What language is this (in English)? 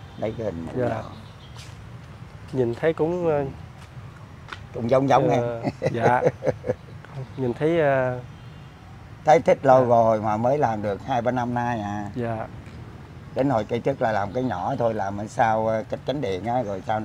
Vietnamese